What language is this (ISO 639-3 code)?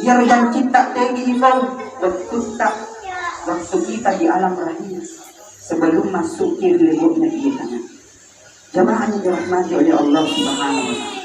bug